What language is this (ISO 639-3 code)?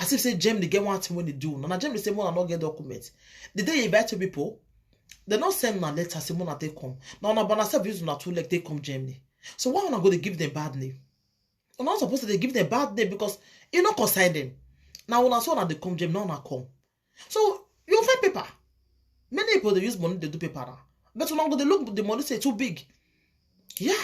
pcm